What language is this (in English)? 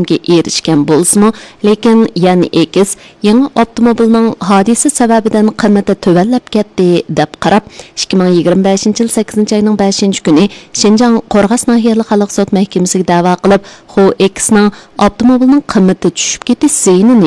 Uyghur